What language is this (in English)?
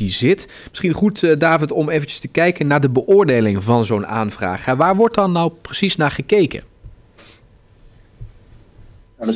Dutch